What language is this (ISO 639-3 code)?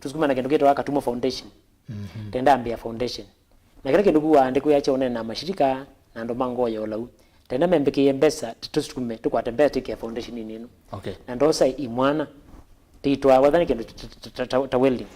kam